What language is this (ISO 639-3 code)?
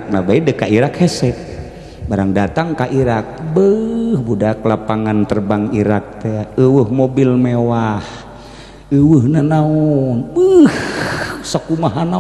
sun